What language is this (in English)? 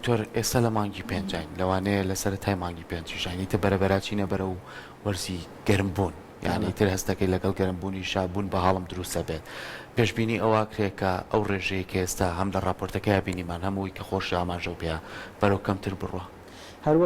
Central Kurdish